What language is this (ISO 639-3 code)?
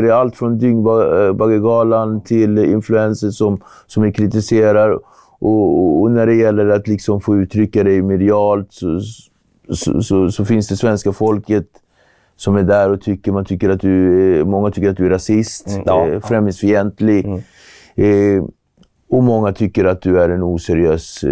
swe